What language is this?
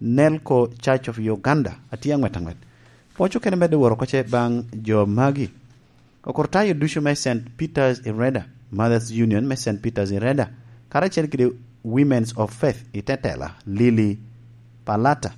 Lango (Uganda)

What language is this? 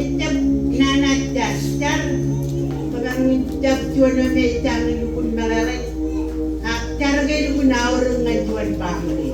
Marshallese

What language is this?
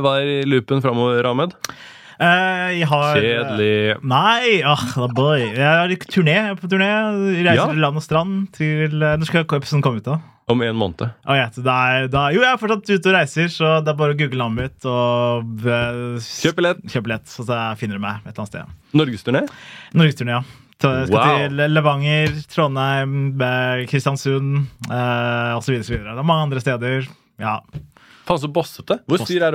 Norwegian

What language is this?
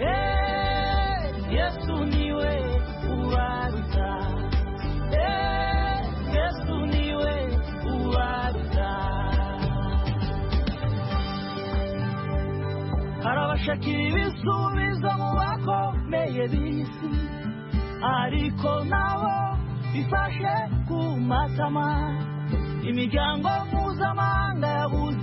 Kinyarwanda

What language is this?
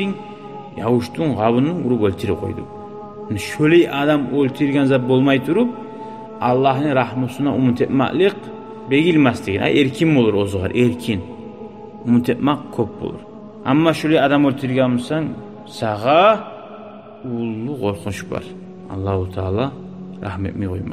Kumyk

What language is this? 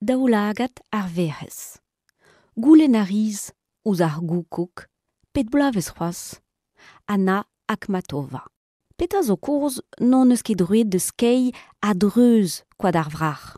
Breton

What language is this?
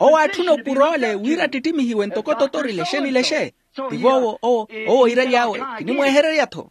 Makhuwa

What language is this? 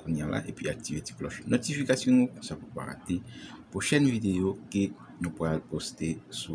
Haitian Creole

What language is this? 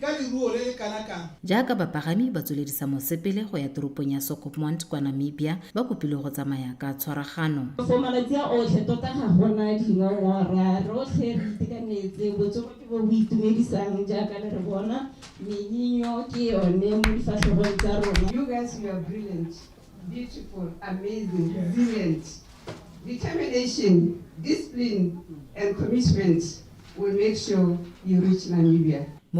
Tswana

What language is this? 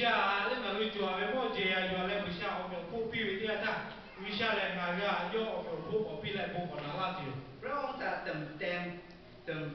Lahu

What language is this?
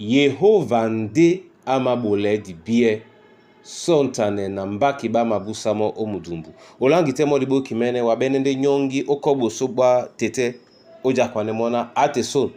Duala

